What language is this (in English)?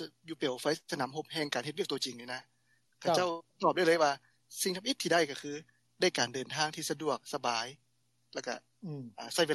Lao